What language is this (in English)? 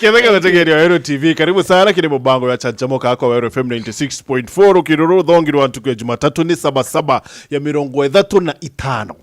Meru